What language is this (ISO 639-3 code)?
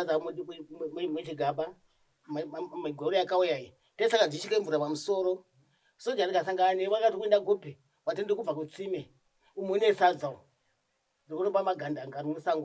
sna